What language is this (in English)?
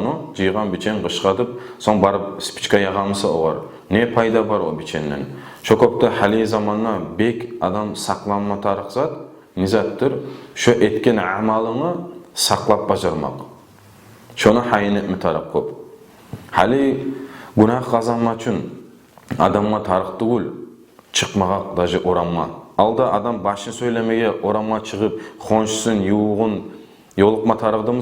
Kumyk